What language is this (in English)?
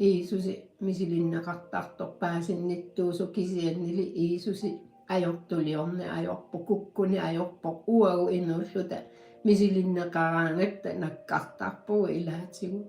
Kalaallisut